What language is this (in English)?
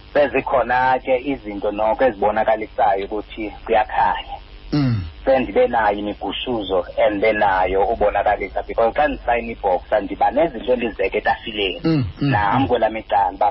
Xhosa